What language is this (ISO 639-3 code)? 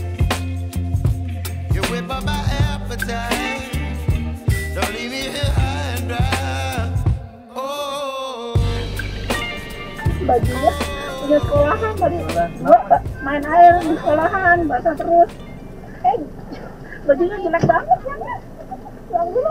ind